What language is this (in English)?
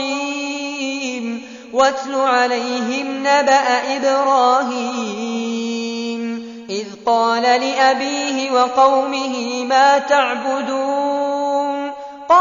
Arabic